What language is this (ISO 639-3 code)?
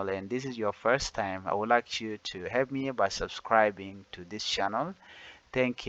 nus